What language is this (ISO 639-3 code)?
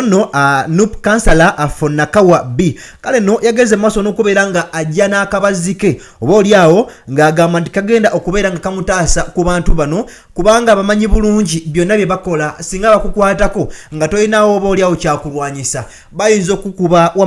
lug